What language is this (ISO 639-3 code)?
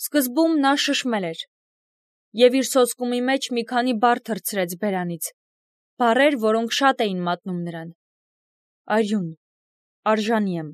hye